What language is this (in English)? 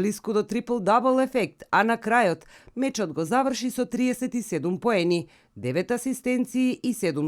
Macedonian